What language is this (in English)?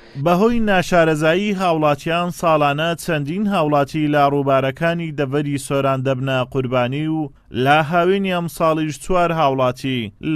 Central Kurdish